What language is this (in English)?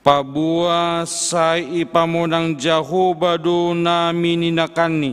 Batak Simalungun